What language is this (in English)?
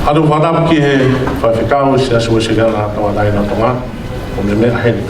Tongan